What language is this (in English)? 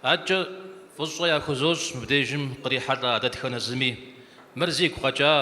Kabardian